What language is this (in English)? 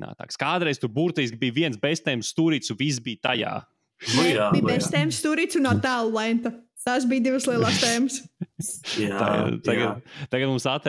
Latvian